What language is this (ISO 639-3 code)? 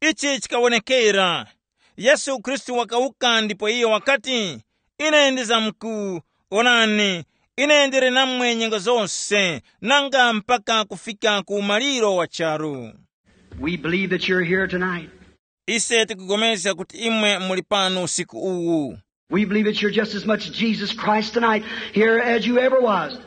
tum